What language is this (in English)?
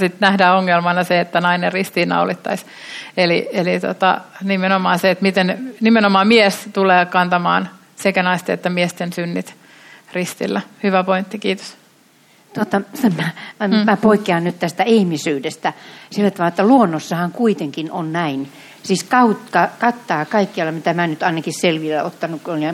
Finnish